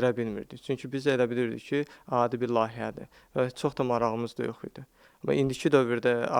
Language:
Azerbaijani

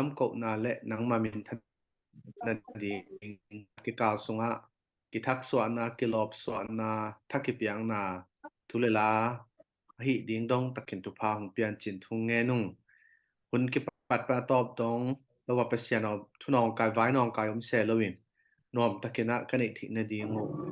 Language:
Tedim Chin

